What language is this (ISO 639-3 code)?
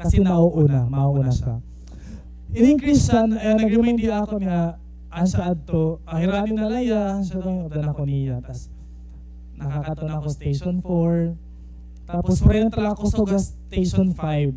war